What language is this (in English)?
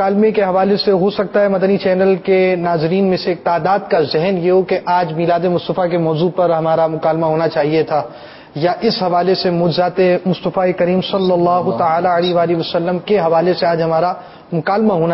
Urdu